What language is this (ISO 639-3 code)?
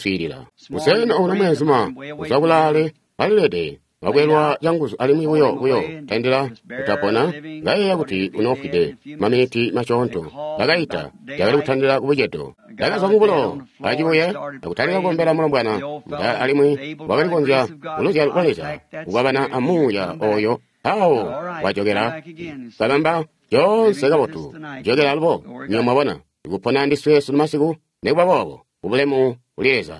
toi